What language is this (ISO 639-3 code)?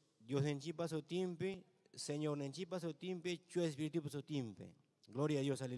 quy